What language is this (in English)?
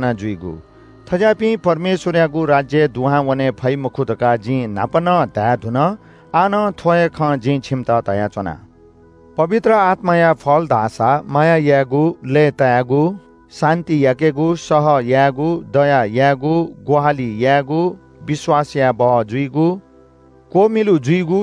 Newari